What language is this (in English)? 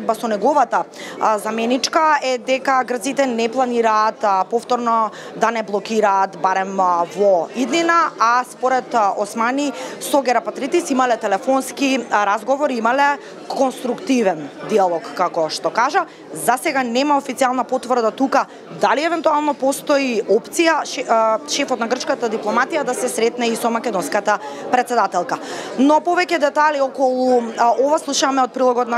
Macedonian